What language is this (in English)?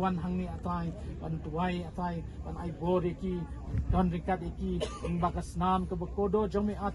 Khasi